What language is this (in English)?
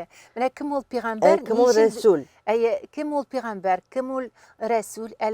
Tatar